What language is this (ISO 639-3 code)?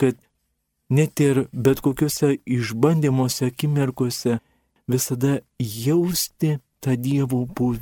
lit